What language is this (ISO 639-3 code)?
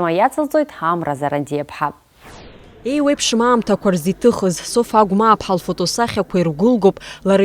abk